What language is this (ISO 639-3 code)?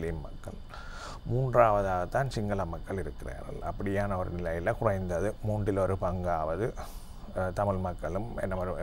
tam